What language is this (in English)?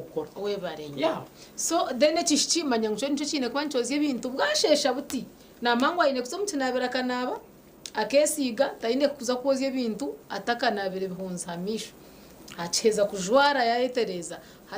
Nyankole